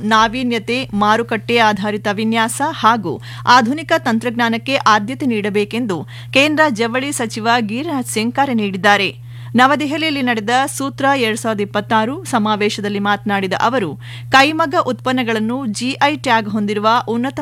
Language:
Kannada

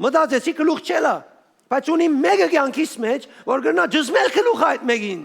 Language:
Western Armenian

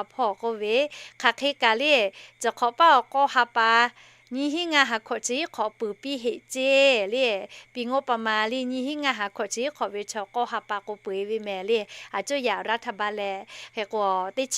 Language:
Lahu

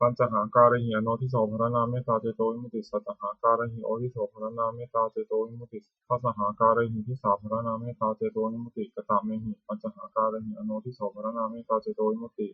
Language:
Pali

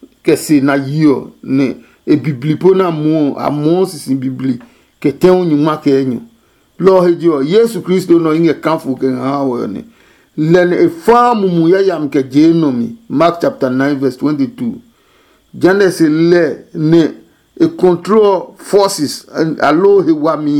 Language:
Adangme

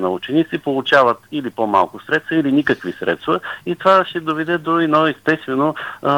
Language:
Bulgarian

